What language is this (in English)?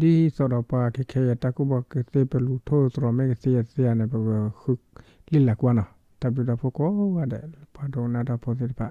S'gaw Karen